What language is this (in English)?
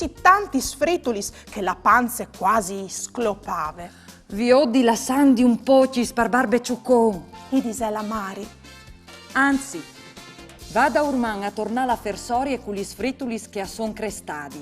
Friulian